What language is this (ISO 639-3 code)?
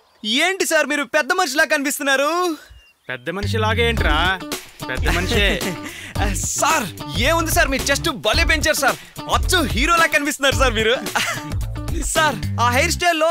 tel